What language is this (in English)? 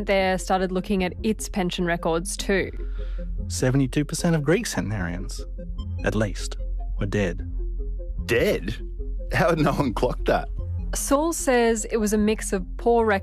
English